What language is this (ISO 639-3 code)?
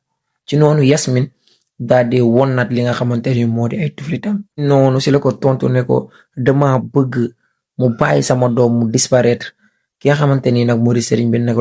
wol